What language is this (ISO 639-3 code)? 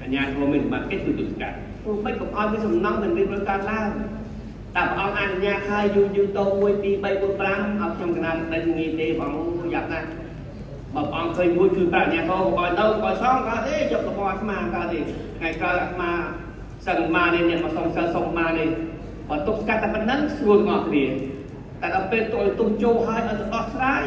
khm